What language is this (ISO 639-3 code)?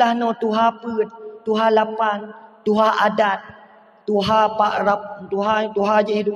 ace